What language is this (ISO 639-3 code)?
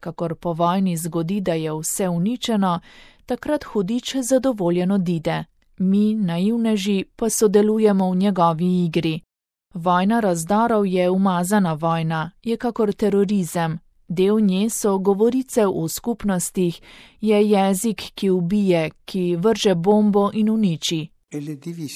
slv